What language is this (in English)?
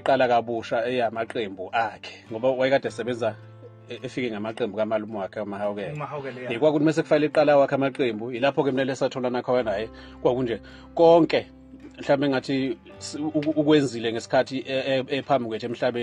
Zulu